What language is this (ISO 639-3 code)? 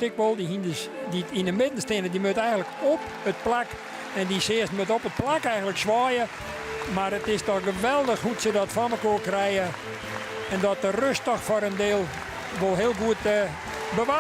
fry